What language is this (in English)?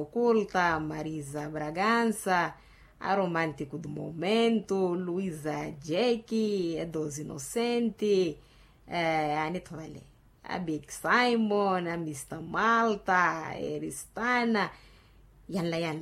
Makhuwa